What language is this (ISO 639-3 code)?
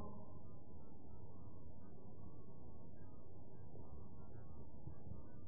afr